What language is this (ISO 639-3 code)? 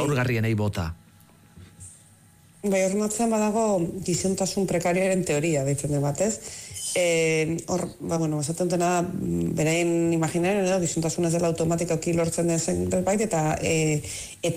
eus